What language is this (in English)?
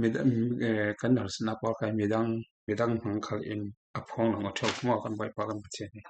Falam Chin